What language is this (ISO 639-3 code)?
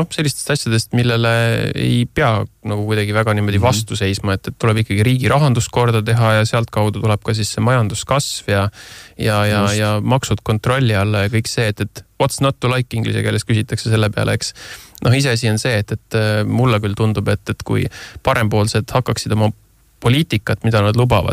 est